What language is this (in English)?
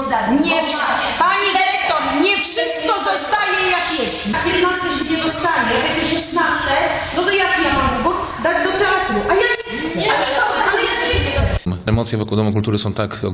Polish